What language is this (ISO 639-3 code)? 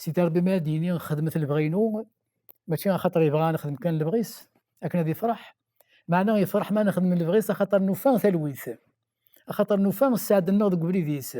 kab